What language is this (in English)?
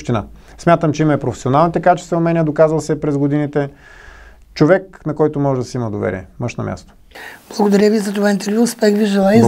Bulgarian